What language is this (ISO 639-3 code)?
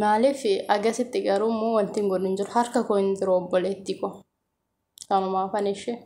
orm